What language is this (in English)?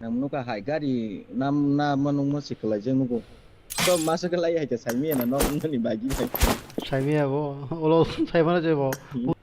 Kok Borok